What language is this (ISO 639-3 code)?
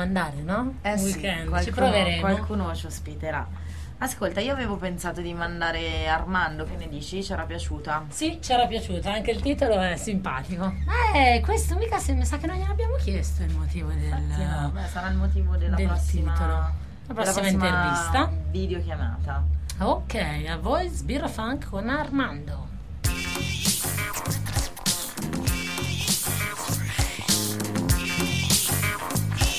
ita